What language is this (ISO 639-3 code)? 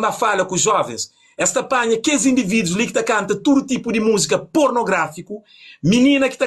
kea